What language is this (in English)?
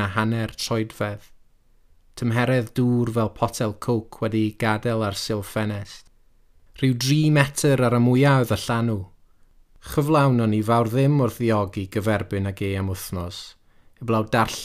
Welsh